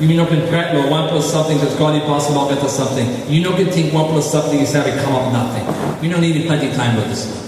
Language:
Tok Pisin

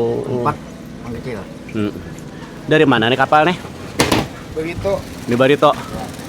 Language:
Banjar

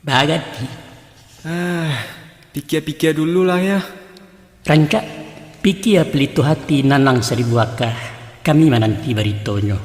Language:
Minangkabau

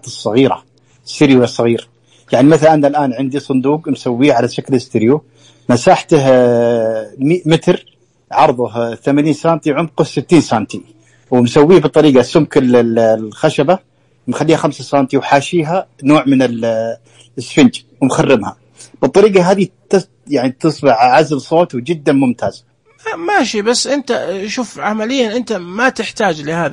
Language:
Najdi Arabic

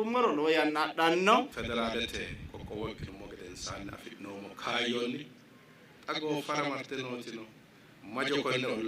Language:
Sidamo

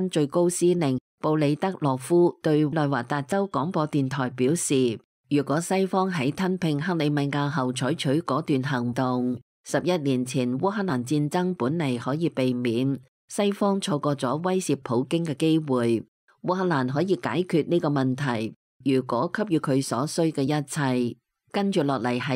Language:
Cantonese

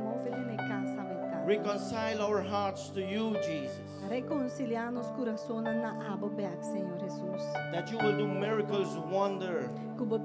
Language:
Papiamento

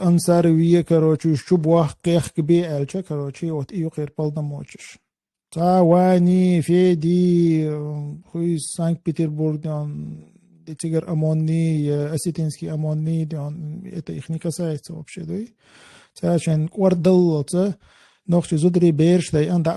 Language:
Chechen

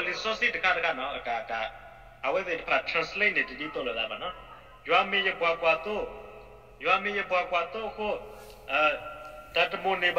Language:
S'gaw Karen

